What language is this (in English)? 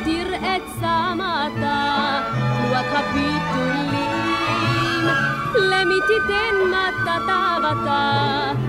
Hebrew